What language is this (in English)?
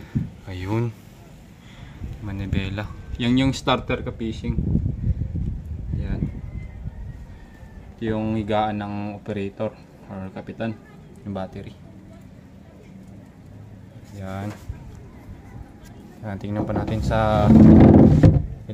Filipino